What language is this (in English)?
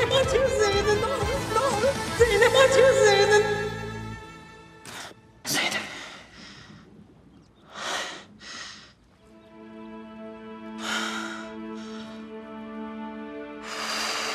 Turkish